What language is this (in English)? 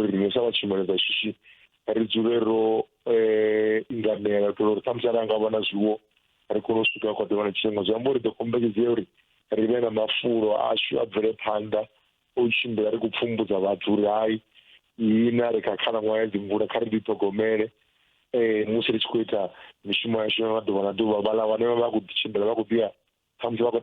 Venda